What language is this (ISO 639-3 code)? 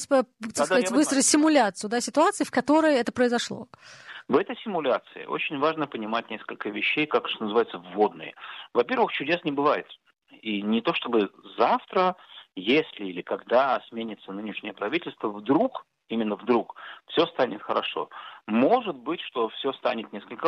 rus